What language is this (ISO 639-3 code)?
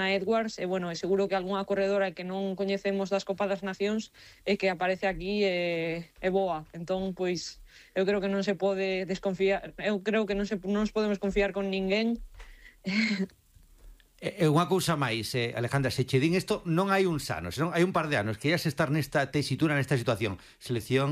glg